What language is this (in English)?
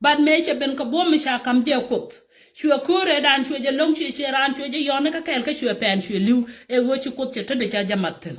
Nuer